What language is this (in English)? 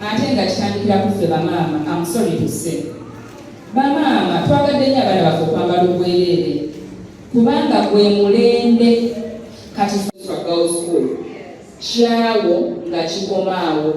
Ganda